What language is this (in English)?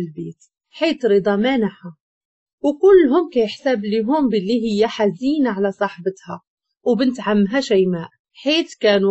Moroccan Arabic